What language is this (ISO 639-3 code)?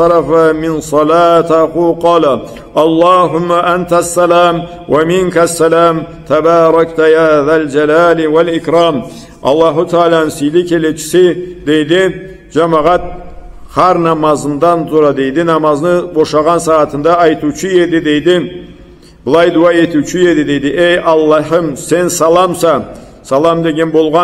krc